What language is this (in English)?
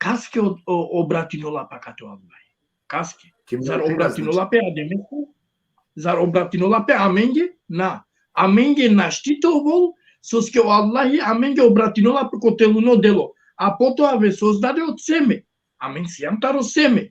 Balkan Romani